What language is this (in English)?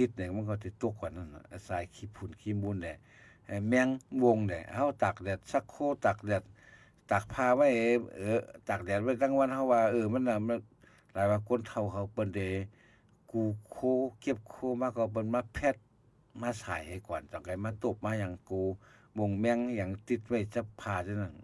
Shan